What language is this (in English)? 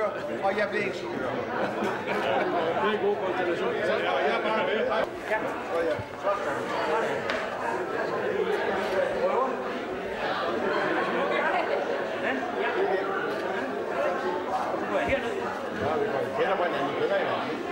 Danish